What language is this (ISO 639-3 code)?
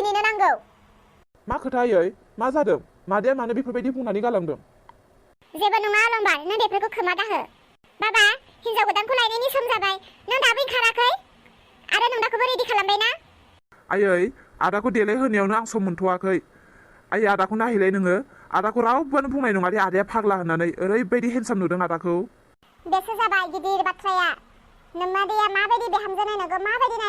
brx